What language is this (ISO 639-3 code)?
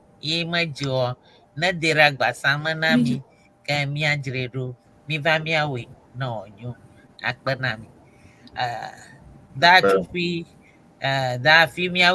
ewe